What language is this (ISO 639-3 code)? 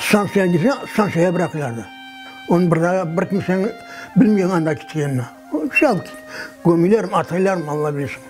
crh